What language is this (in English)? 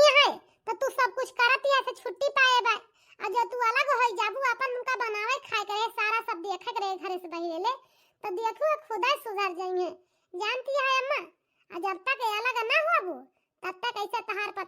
Awadhi